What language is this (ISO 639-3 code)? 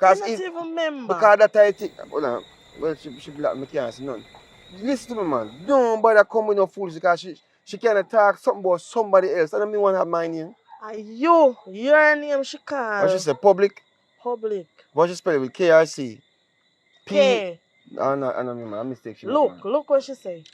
jam